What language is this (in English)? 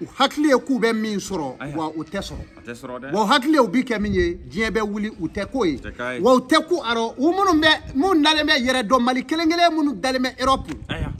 Bambara